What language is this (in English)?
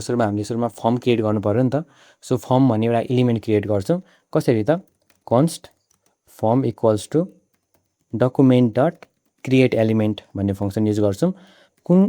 Nepali